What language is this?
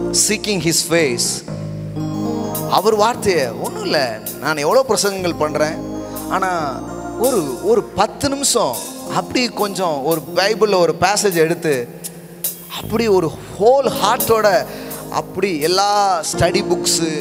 Tamil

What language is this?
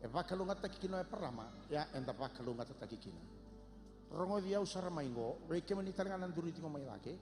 Fijian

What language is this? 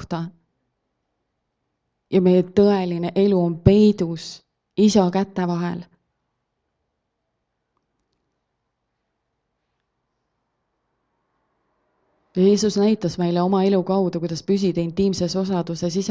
Estonian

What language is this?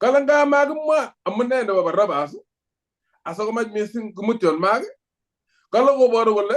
Kalenjin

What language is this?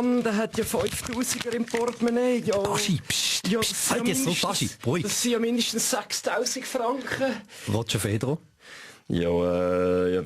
Swiss German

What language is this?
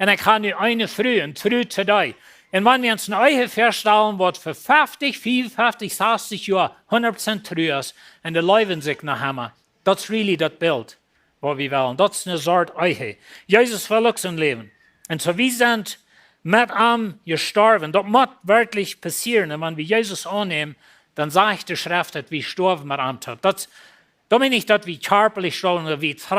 Plautdietsch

